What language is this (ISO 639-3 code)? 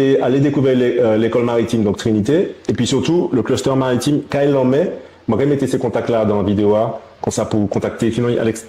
gcf